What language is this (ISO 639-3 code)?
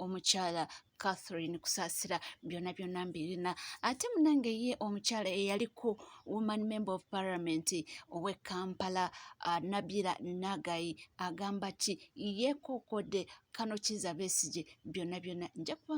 lug